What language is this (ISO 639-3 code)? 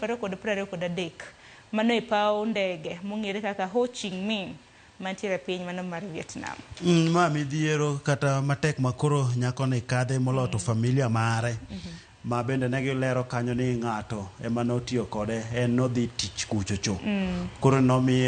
luo